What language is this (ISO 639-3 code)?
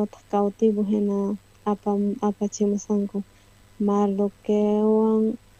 quh